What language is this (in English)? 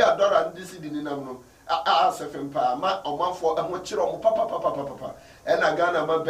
Akan